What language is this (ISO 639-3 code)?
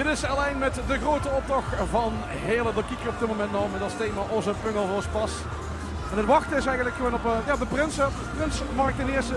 lim